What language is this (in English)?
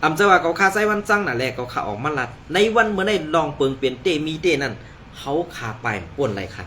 Shan